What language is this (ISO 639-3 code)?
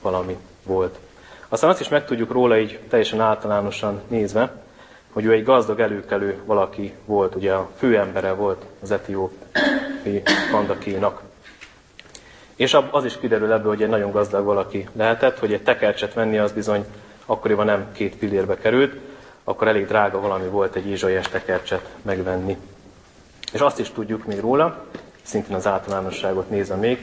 hun